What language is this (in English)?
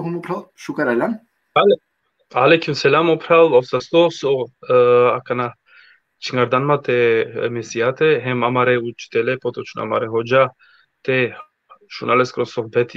Balkan Romani